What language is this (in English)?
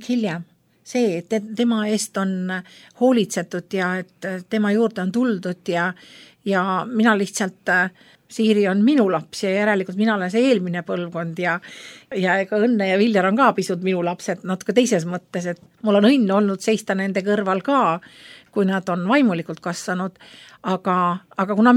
Estonian